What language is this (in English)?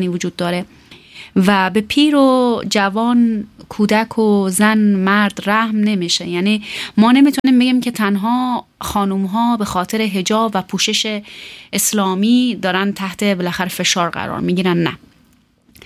Persian